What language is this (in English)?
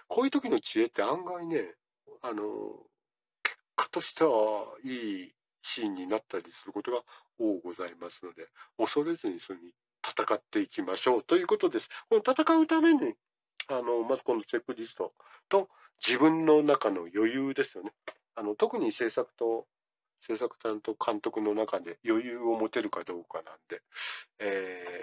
Japanese